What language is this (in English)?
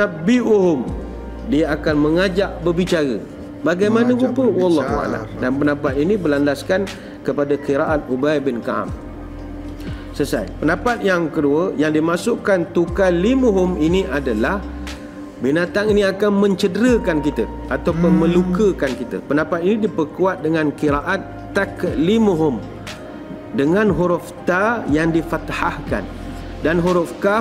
Malay